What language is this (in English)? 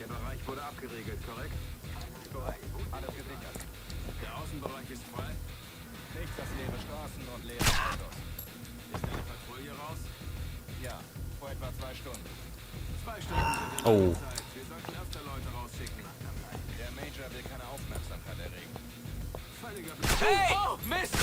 Bavarian